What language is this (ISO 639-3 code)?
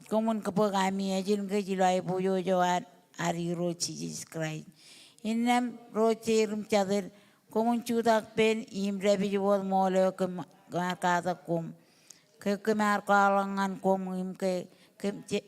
mah